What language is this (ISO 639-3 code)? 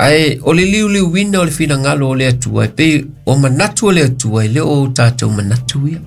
smo